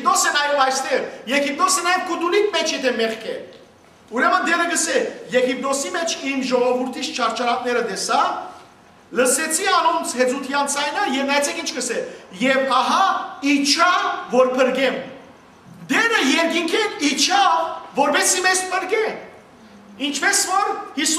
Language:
Western Armenian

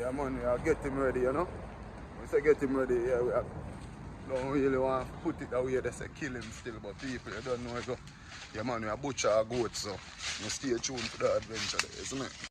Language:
Jamaican Creole English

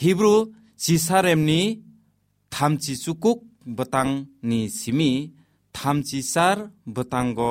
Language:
Kok Borok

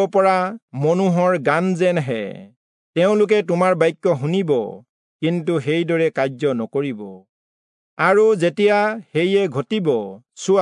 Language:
Assamese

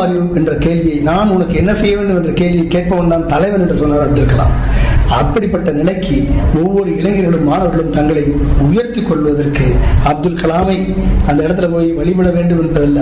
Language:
Tamil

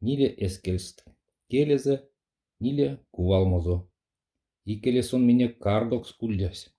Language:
Erzya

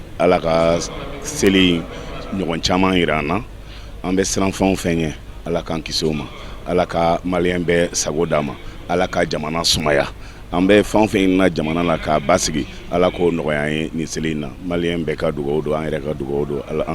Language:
Bambara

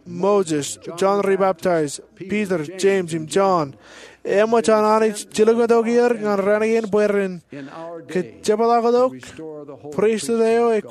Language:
Marshallese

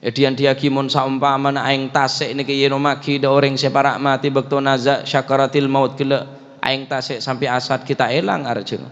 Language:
Madurese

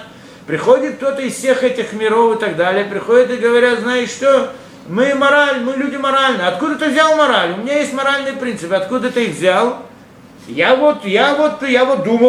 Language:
Russian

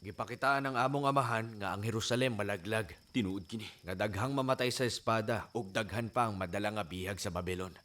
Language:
Cebuano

